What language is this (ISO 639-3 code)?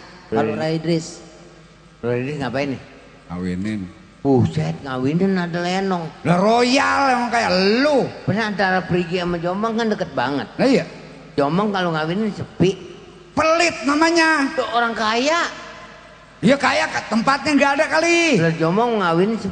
bew